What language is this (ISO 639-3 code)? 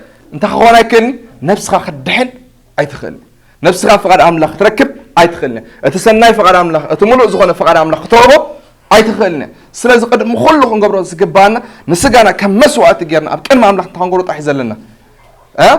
tir